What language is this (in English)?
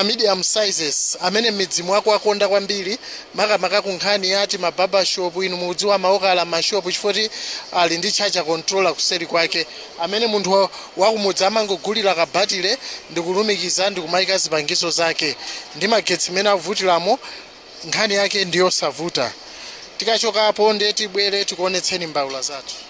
Nyanja